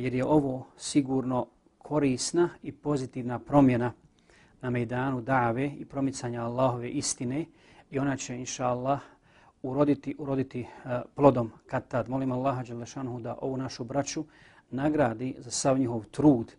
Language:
Bosnian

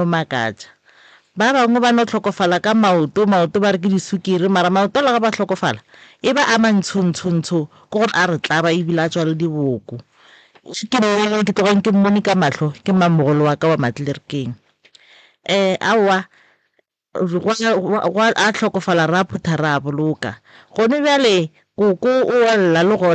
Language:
Northern Sotho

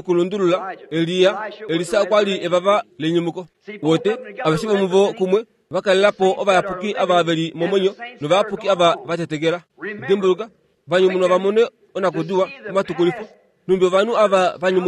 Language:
Kuanyama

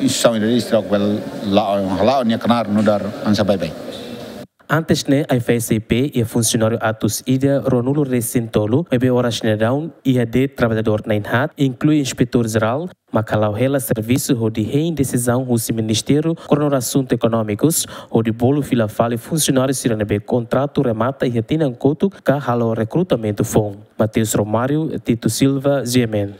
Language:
Tetum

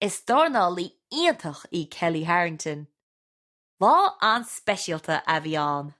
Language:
Irish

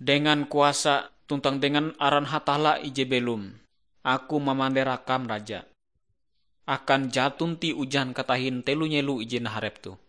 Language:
Ngaju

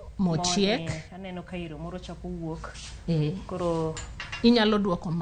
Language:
Luo (Kenya and Tanzania)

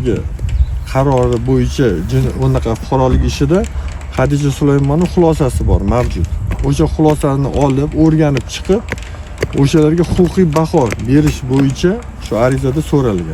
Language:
Uzbek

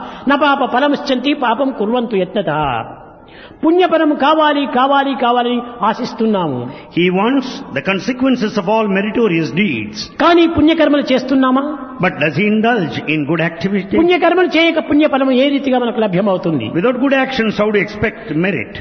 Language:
Telugu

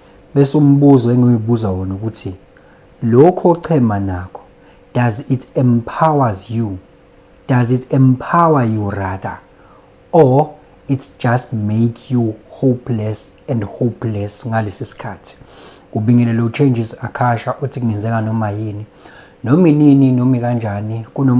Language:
Zulu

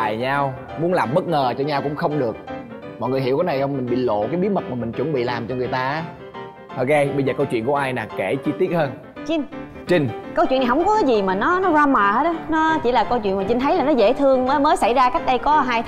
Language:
Vietnamese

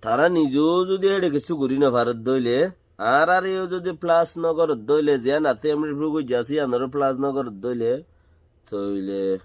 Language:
Rohingya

